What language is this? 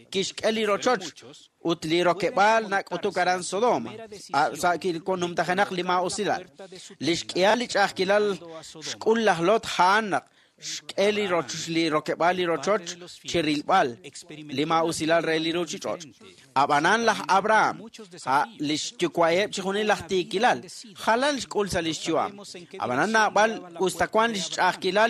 Kekchí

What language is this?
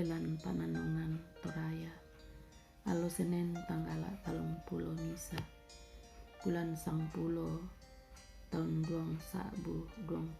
Toraja-Sa'dan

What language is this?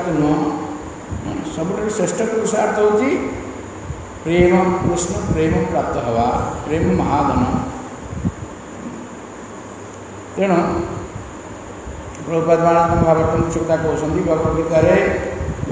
Odia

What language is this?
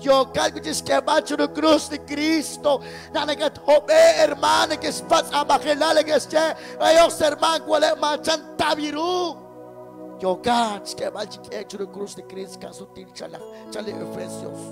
Kekchí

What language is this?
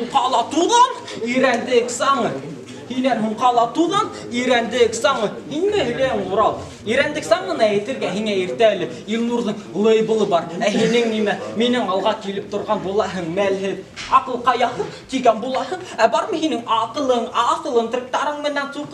Bashkir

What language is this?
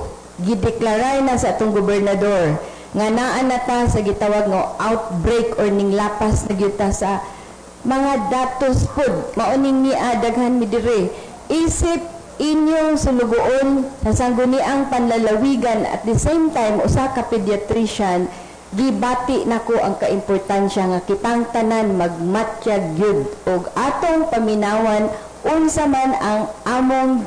Cebuano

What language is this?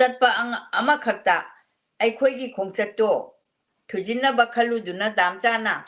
Manipuri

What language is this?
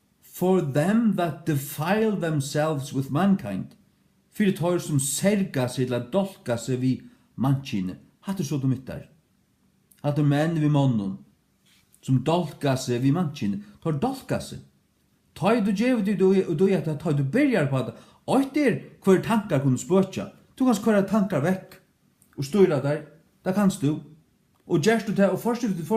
Faroese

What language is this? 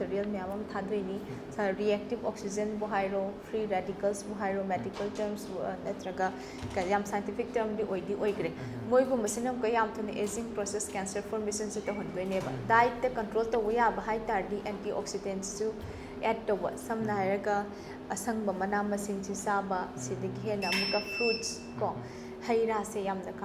Manipuri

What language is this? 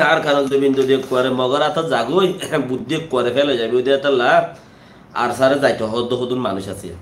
Rohingya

